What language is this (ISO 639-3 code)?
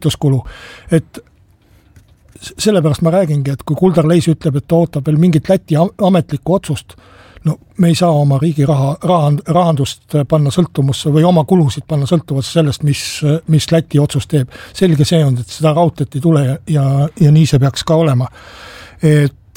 est